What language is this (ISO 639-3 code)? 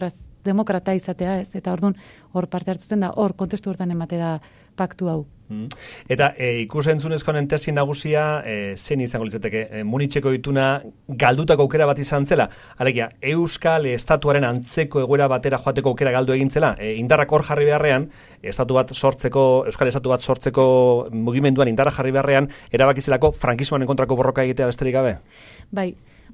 eus